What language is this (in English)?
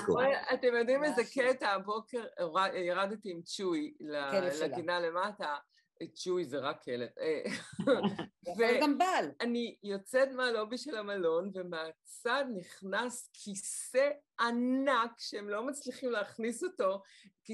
Hebrew